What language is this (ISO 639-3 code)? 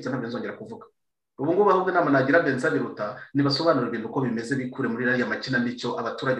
kin